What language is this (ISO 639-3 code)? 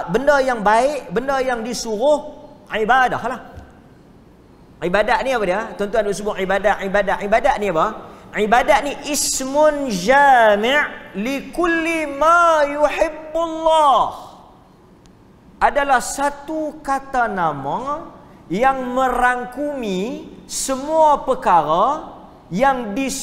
msa